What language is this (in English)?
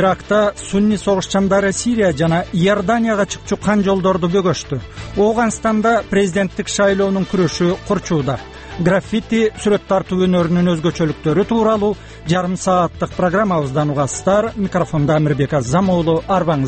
Kyrgyz